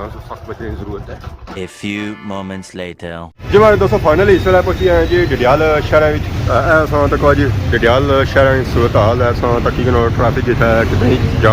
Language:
Pahari-Potwari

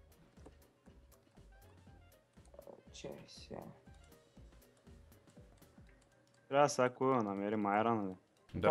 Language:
Bulgarian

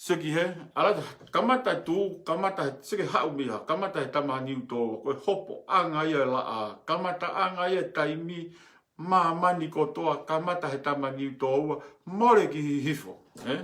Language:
Tongan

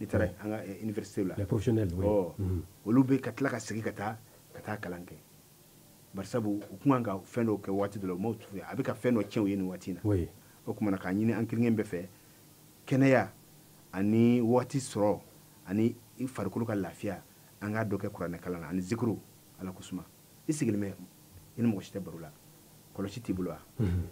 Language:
Bambara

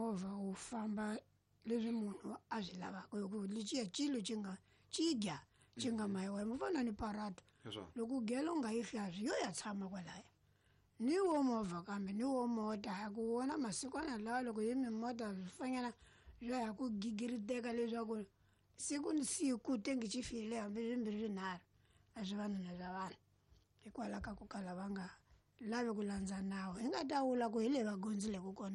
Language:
Tsonga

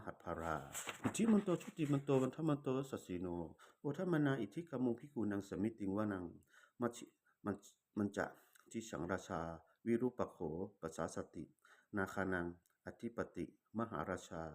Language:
Pali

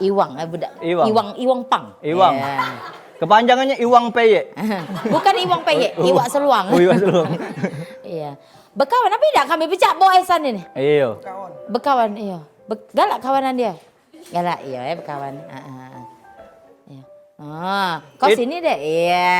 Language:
Musi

